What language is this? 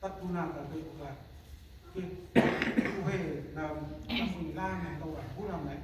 Central Mnong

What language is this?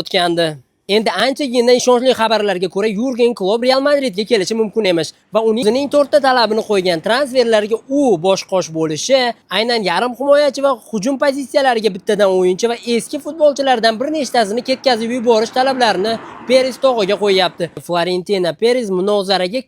Uzbek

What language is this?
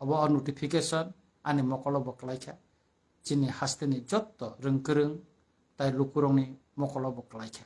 Kok Borok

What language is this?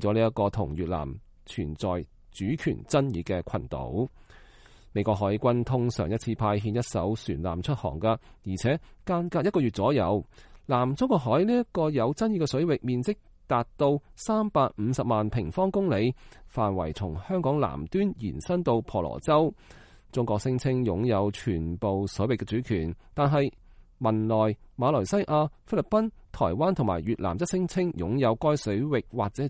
Cantonese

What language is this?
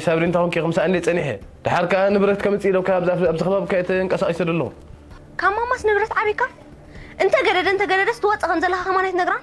Tigrinya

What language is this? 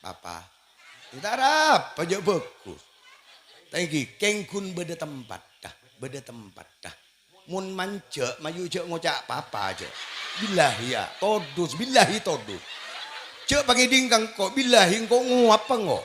Madurese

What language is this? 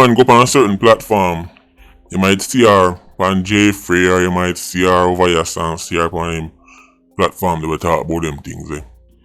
Jamaican Creole English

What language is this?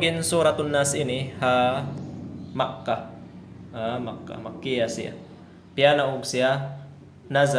Tausug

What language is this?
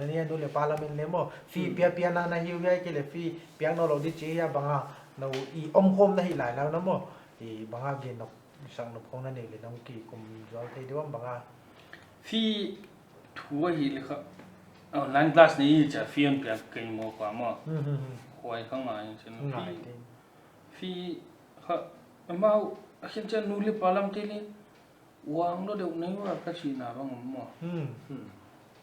Paite Chin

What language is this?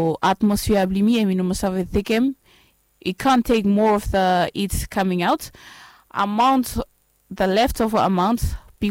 Bislama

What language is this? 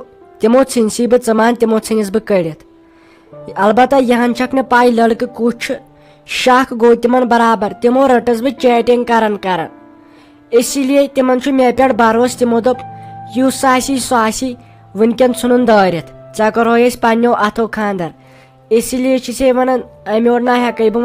Kashmiri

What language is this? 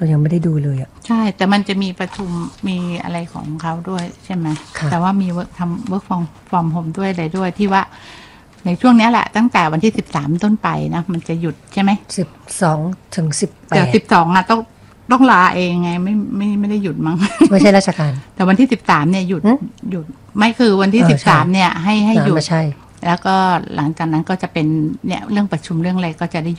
Thai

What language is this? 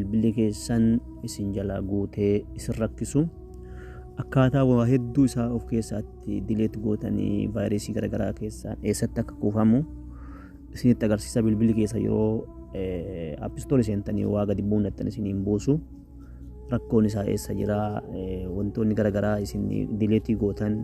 Oromo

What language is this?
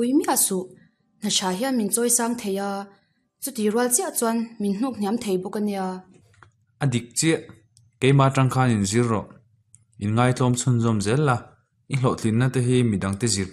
Mizo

